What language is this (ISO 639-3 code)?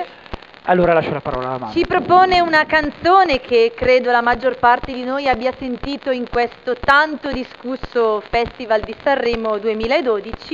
ita